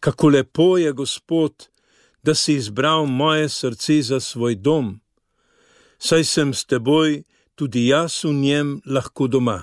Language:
Slovenian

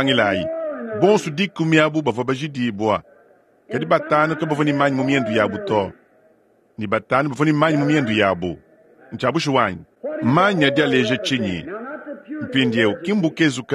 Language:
Luba-Lulua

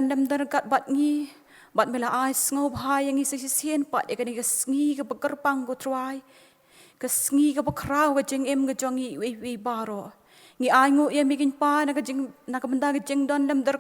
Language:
Khasi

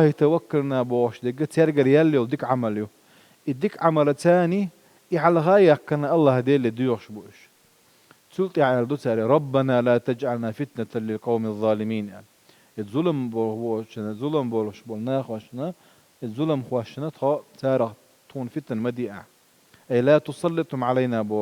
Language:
Chechen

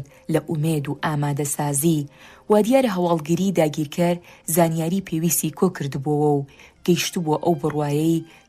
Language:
Central Kurdish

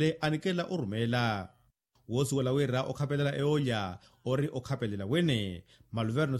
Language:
Makhuwa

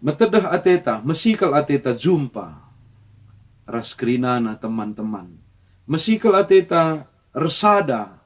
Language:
Batak Karo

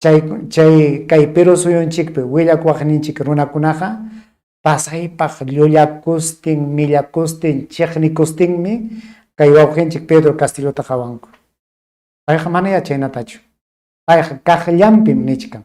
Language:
Ayacucho Quechua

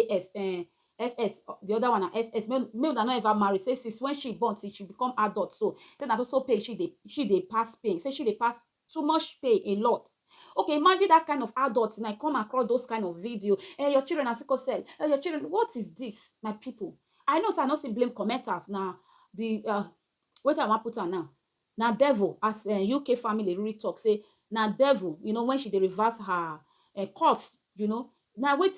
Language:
Nigerian Pidgin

